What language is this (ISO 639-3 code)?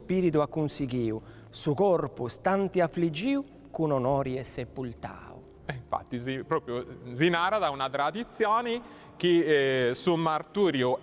srd